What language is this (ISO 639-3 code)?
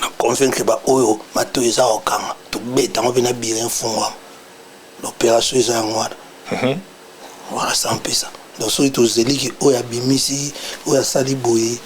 lin